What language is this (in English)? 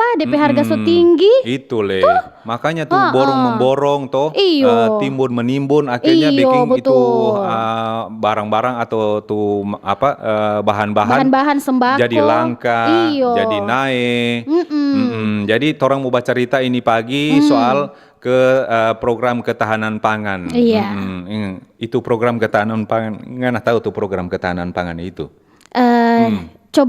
Manado Malay